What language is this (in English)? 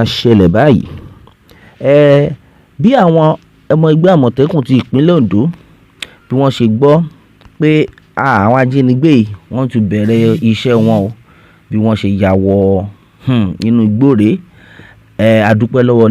Yoruba